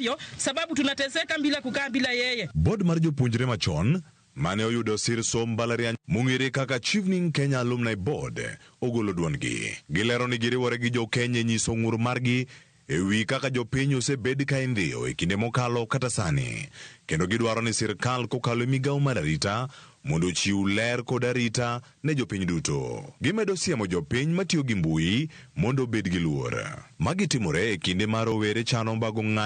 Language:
Luo (Kenya and Tanzania)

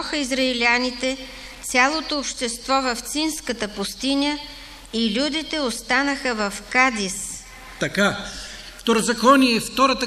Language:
Bulgarian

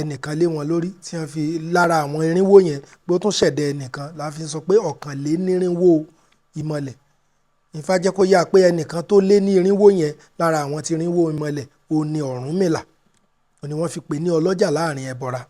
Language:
Yoruba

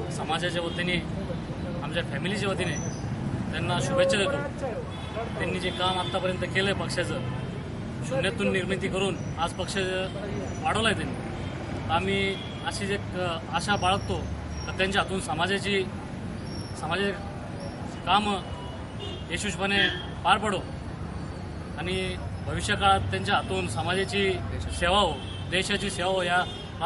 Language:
Marathi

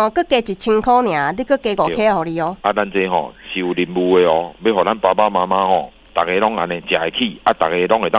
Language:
Min Nan Chinese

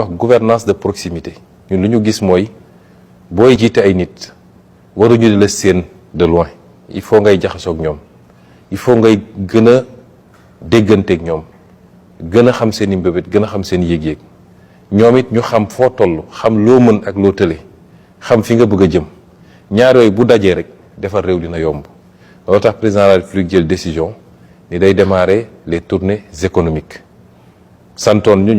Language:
Wolof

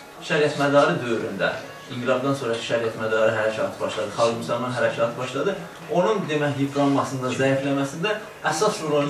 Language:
South Azerbaijani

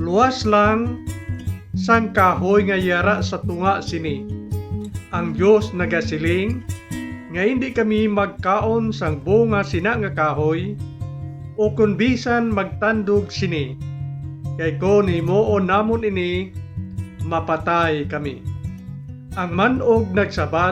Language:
Hiligaynon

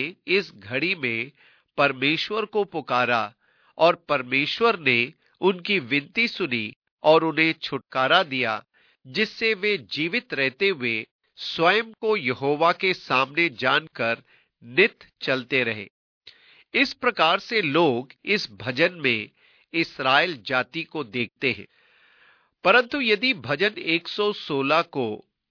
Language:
Hindi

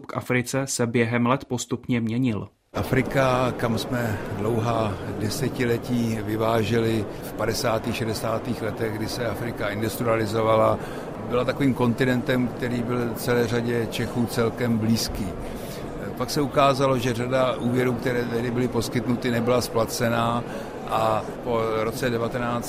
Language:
Czech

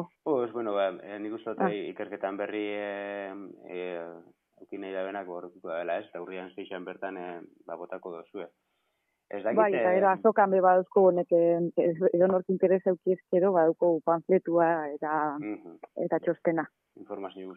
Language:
Basque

